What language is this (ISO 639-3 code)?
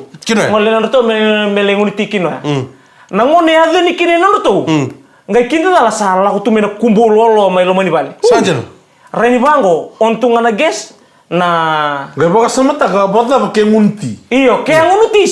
fij